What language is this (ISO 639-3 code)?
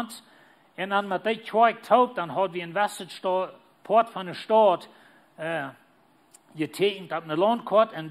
pdt